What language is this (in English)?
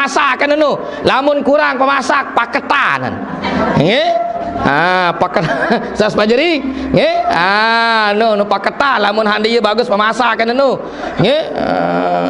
Sasak